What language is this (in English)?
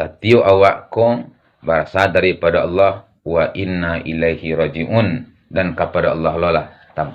Minangkabau